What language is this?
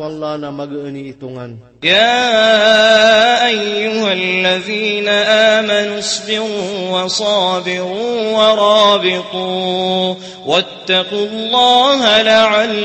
Maranao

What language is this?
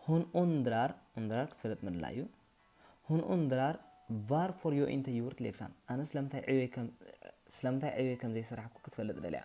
Tigrinya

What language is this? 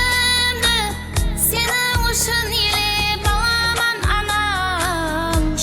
Kara-Kalpak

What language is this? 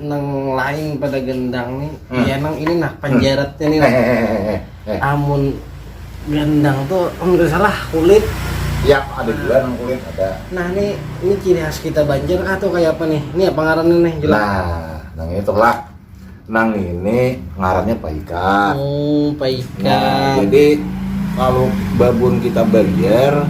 Banjar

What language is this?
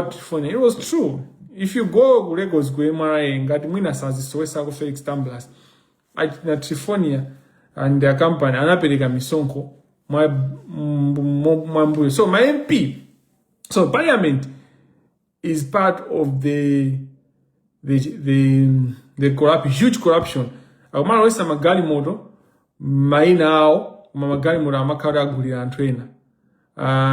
Nyanja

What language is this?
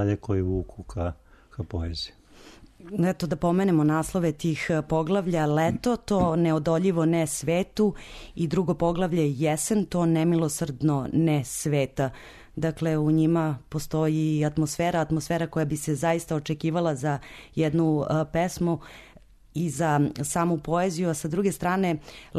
Serbian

